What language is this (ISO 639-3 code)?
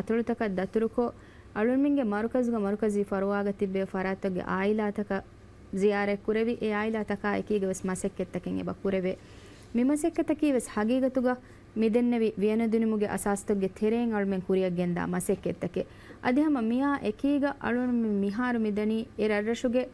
div